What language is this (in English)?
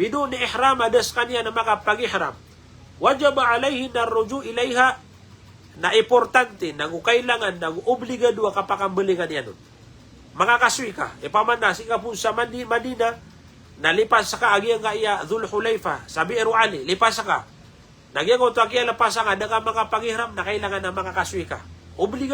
Maranao